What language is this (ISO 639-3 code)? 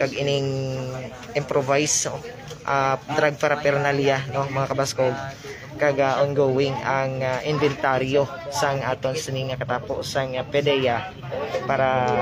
hil